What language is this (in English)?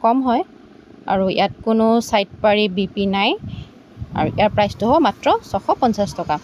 Assamese